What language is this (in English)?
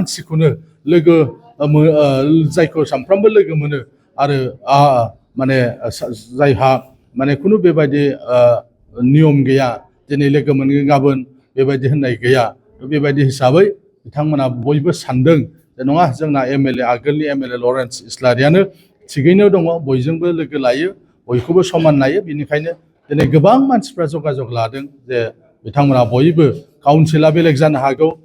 Bodo